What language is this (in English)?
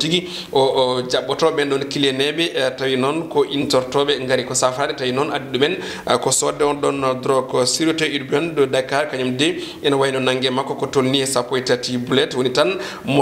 Fula